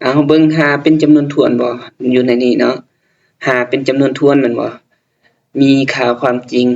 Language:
Lao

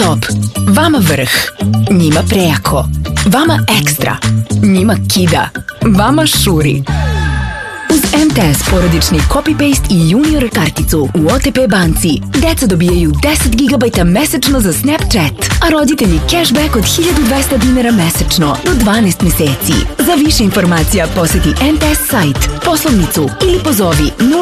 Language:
Serbian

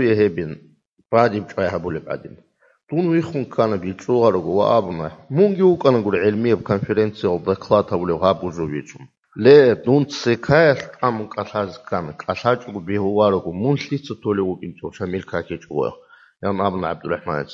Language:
Avaric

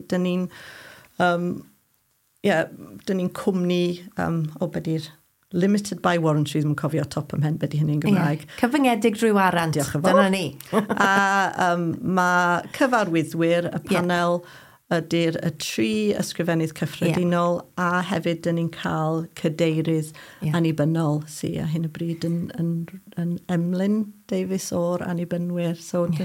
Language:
Welsh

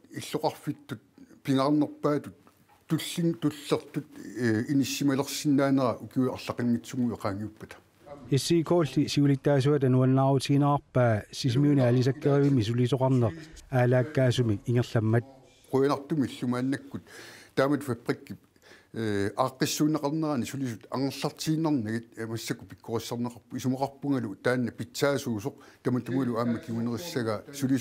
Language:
Kalaallisut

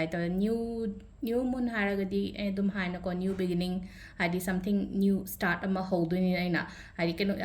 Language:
Manipuri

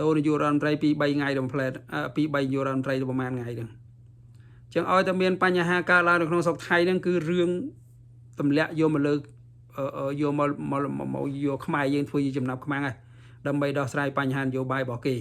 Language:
Khmer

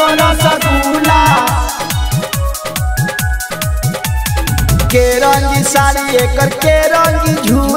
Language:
Bhojpuri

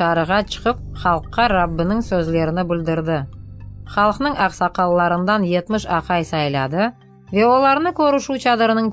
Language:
Crimean Tatar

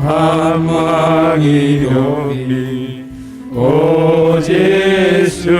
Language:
Batak Simalungun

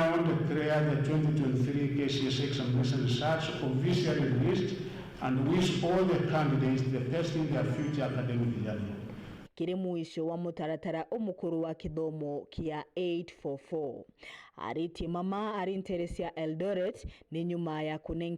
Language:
Meru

